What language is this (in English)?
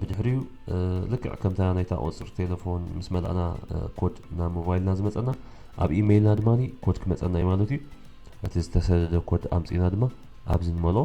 Tigrinya